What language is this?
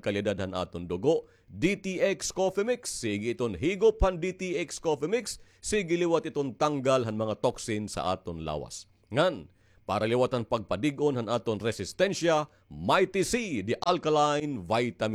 Waray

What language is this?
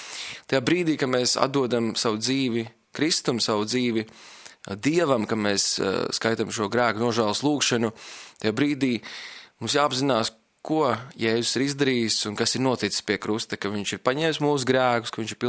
Latvian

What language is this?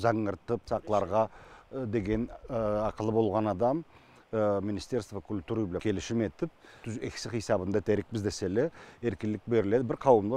Karachay-Balkar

